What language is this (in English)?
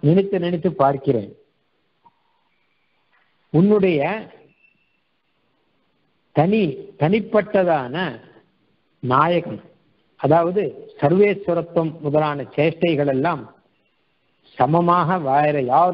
Tamil